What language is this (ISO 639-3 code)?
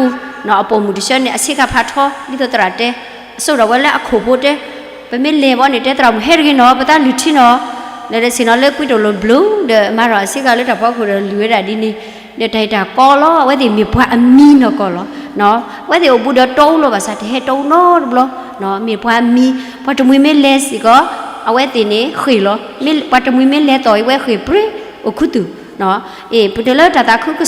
ksw